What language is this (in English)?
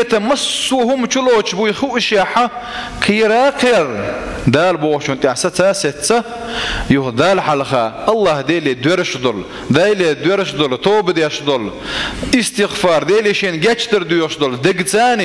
Chechen